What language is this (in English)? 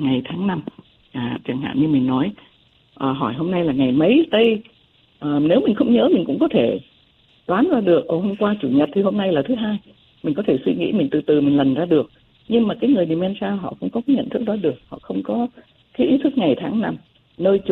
Vietnamese